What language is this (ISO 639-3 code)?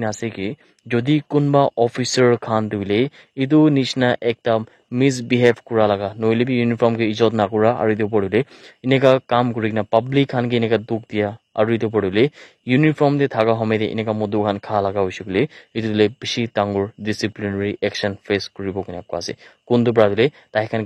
nag